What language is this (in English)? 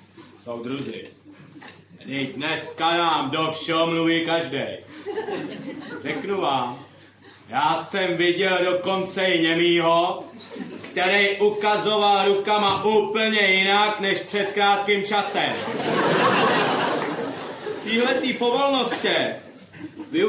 Czech